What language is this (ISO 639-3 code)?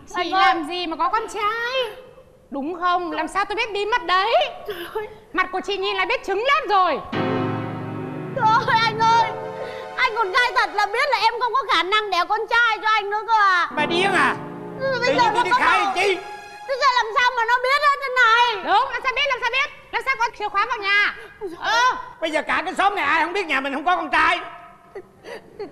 vie